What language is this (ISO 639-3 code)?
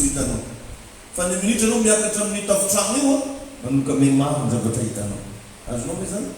mlg